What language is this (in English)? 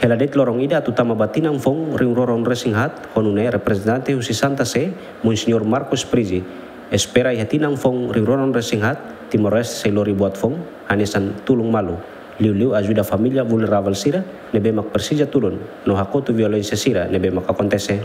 Tetum